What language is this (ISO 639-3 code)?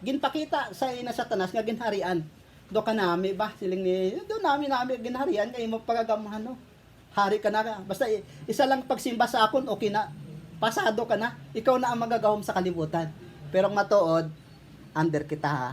hil